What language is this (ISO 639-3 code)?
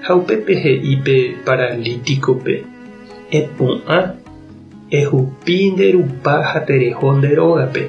grn